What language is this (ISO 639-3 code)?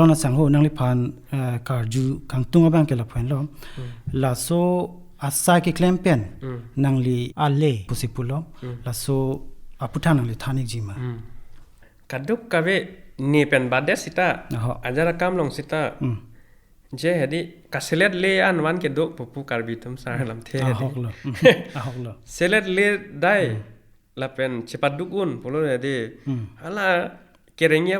mjw